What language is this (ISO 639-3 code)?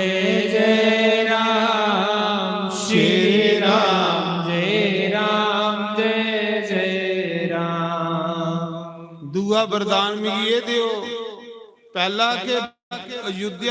doi